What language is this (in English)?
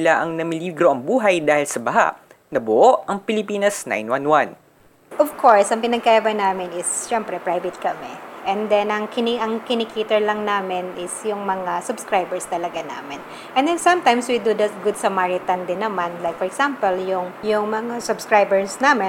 Filipino